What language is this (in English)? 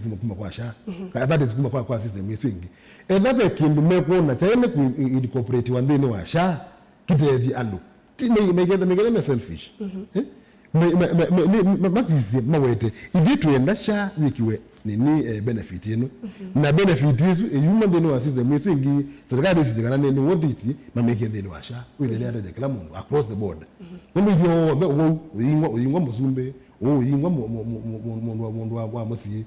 Kamba